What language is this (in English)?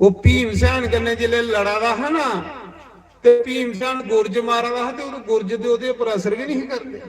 Dogri